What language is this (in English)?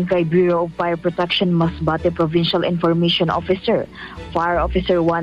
Bikol